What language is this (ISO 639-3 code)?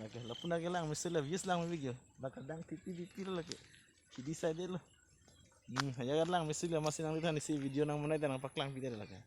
mjw